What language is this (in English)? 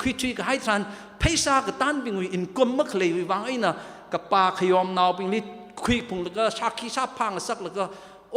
Tangkhul Naga (India)